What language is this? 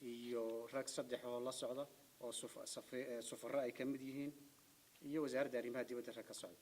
Somali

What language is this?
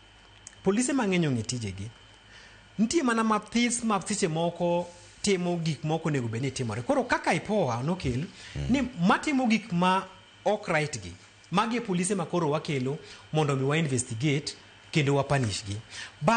Luo (Kenya and Tanzania)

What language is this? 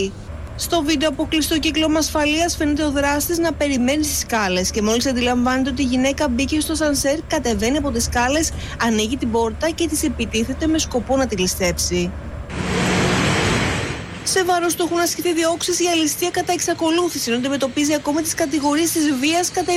Greek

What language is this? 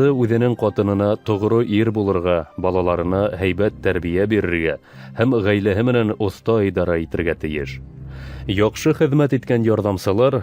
Bashkir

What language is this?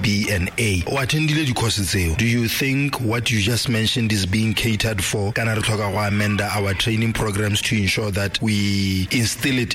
Tswana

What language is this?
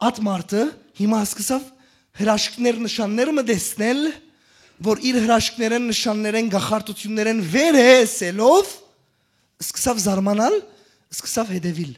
Western Armenian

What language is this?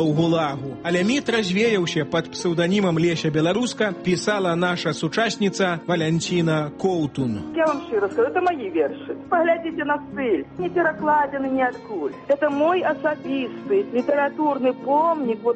Belarusian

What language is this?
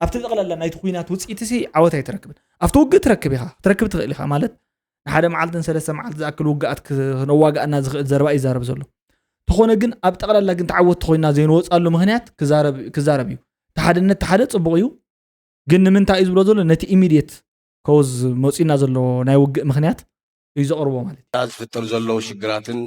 Tigrinya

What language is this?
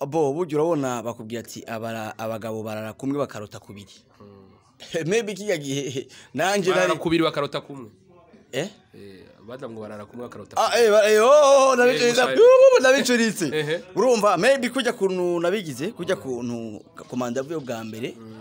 Rundi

